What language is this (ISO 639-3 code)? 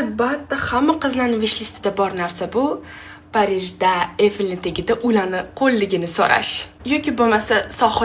uzb